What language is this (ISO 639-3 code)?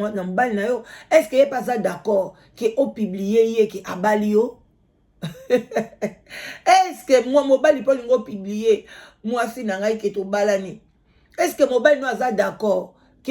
lin